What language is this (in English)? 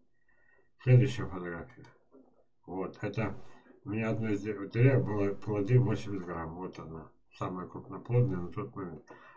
Russian